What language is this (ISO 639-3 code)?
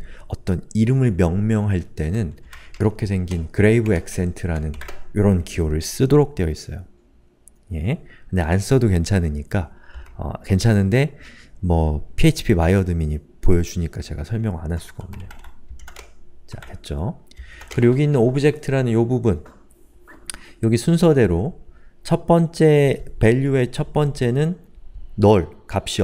kor